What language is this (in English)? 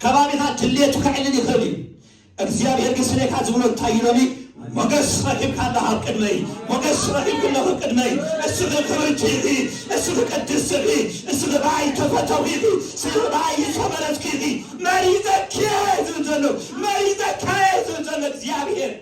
Tigrinya